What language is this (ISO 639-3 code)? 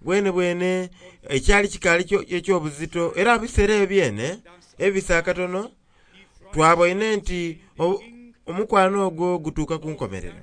xog